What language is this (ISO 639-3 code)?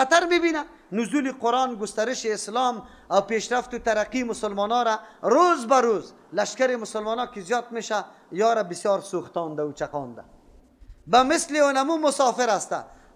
fas